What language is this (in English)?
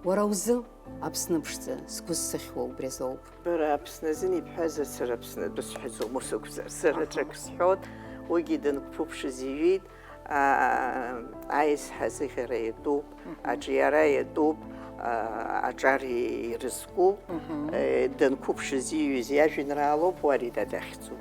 Abkhazian